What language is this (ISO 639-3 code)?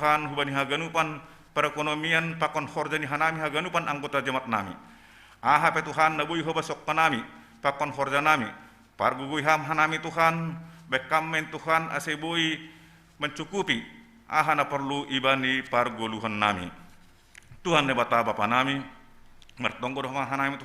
bts